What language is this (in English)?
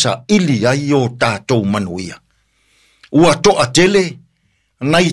Samoan